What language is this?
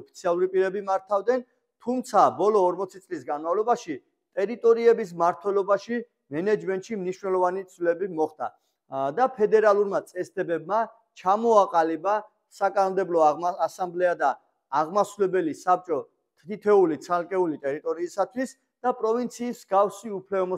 Georgian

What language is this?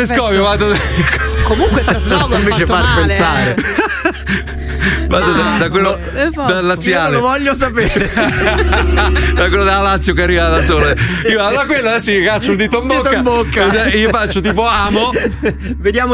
Italian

